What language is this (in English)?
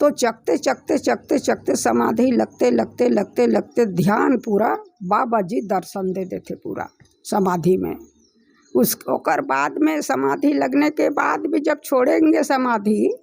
Chhattisgarhi